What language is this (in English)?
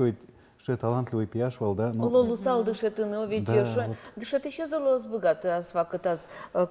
Udmurt